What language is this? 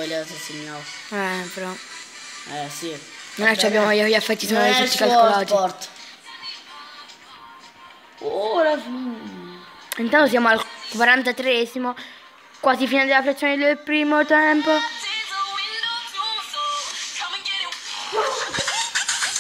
Italian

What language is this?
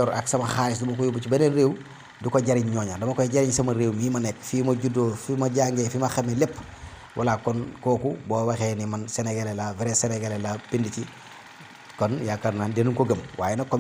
Wolof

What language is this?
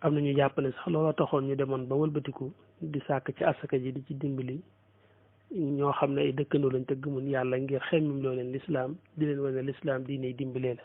Wolof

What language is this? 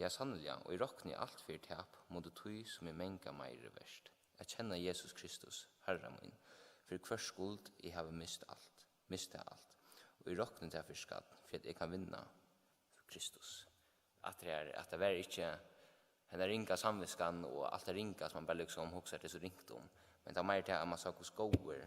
Faroese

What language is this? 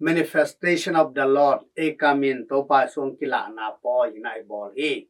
Tedim Chin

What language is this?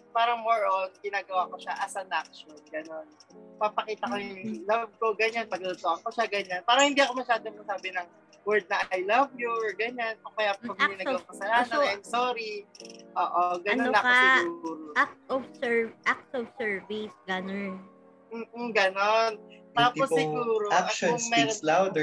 Filipino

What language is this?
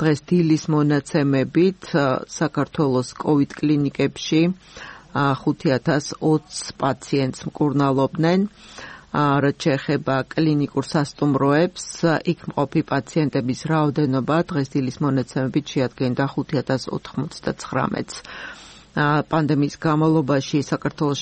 Georgian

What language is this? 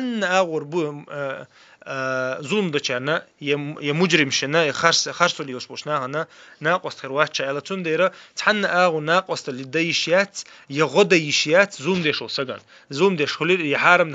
Chechen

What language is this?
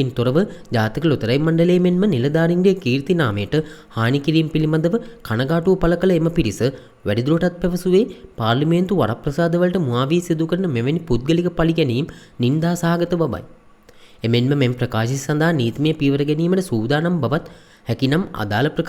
Sinhala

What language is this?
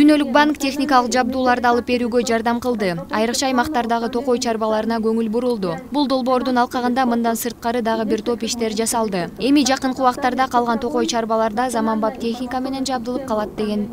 Kyrgyz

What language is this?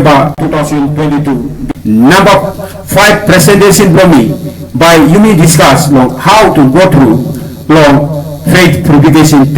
Tok Pisin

